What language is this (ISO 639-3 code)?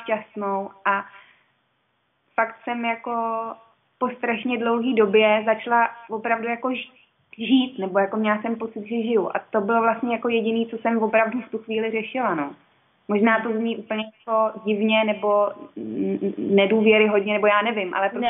ces